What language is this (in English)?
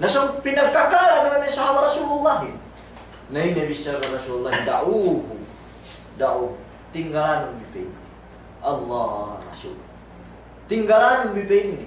Yakan